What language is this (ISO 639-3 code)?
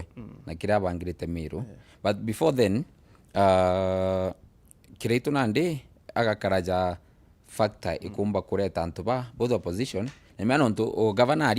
mer